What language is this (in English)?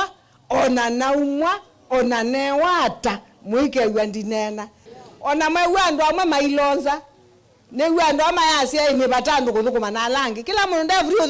Kamba